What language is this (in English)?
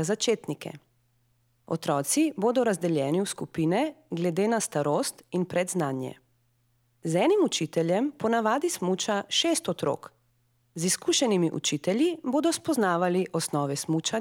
Slovenian